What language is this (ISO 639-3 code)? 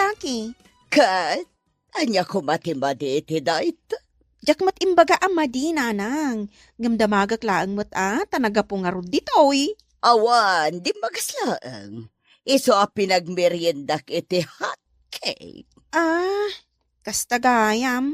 ilo